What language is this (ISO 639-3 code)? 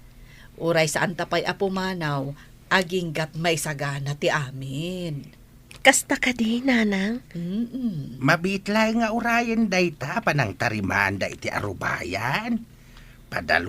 ilo